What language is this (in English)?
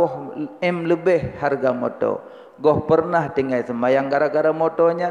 Achinese